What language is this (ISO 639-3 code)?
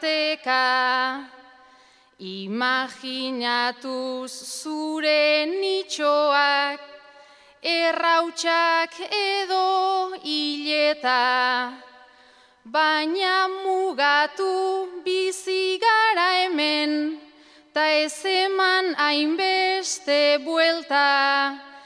eus